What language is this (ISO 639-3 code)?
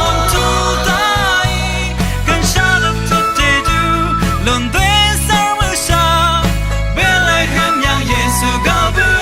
raw